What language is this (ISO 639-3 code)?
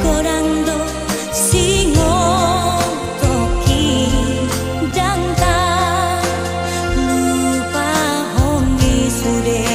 bbc